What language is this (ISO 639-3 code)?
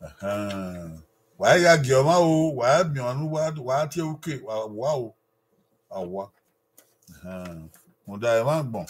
bin